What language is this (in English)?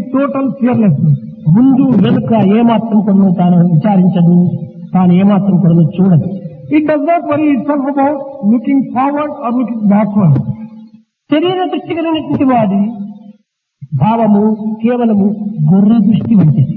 Telugu